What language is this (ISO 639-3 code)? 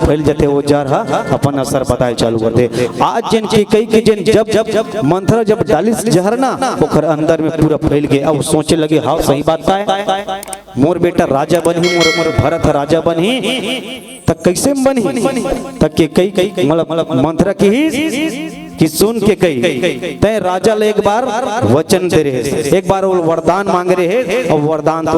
hne